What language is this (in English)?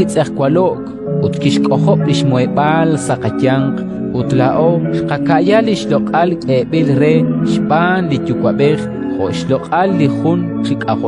Kekchí